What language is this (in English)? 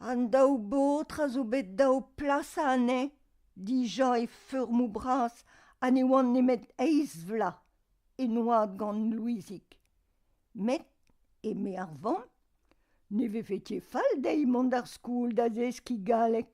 Breton